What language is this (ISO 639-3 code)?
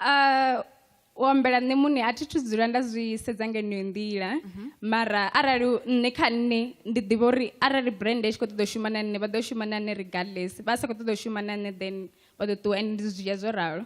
ven